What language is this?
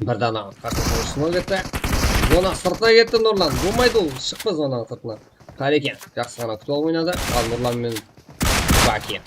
Kara-Kalpak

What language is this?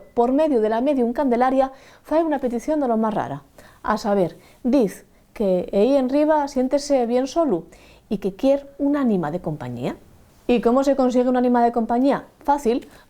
Asturian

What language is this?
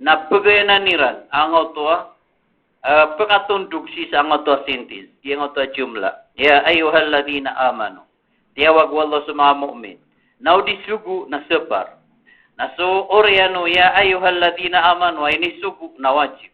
Maranao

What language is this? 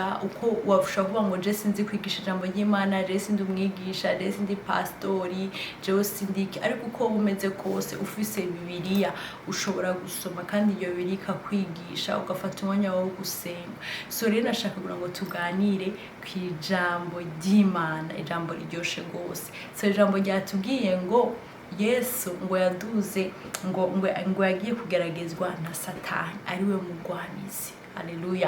Rundi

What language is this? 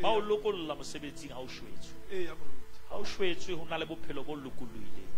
Southern Sotho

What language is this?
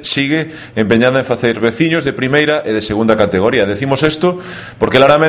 Galician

